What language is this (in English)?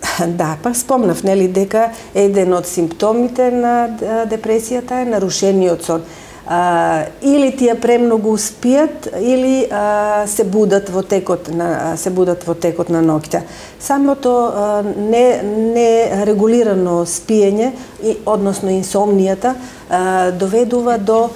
Macedonian